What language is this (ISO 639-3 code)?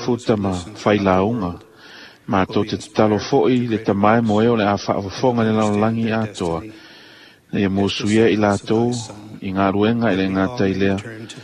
smo